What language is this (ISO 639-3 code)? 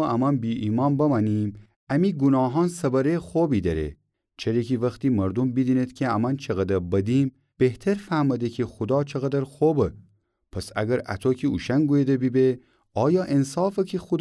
glk